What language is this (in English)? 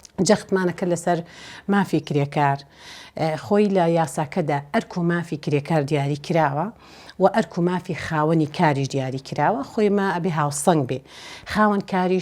Central Kurdish